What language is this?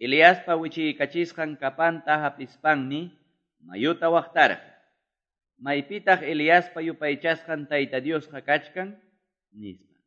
Quechua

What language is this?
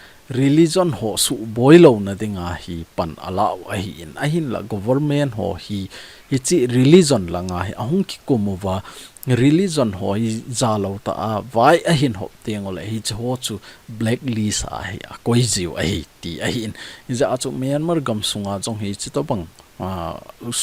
Thado Chin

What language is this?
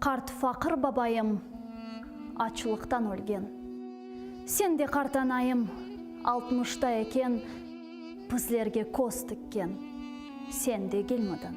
Crimean Tatar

